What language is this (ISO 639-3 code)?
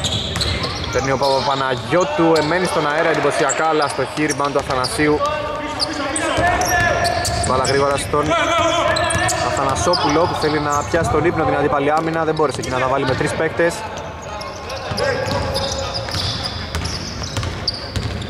ell